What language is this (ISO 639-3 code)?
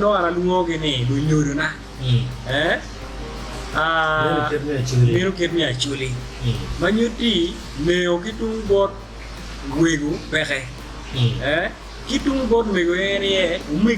ach